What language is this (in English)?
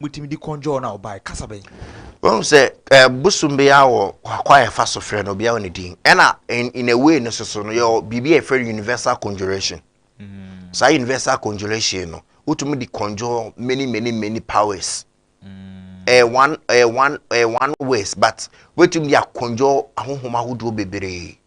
Akan